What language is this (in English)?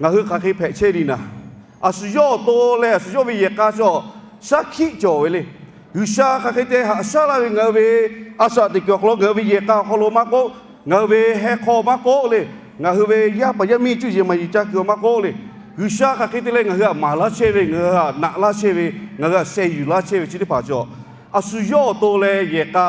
Lahu